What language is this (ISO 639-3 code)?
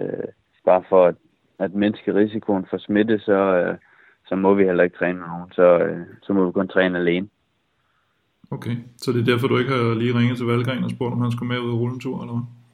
dan